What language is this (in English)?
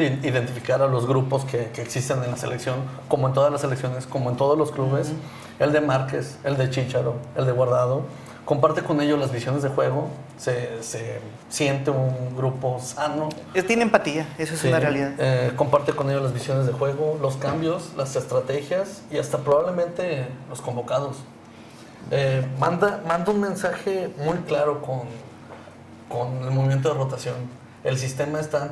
Spanish